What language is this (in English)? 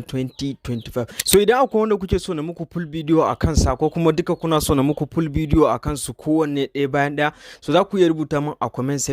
Hausa